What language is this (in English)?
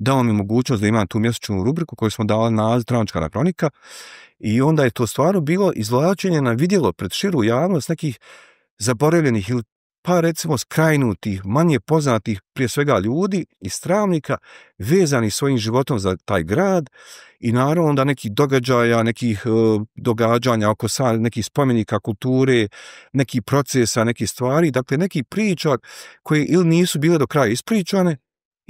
Bosnian